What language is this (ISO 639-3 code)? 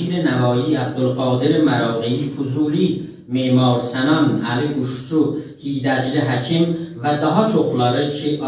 azb